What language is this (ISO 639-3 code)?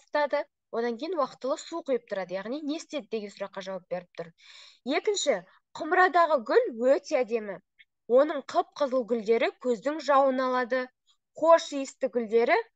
kaz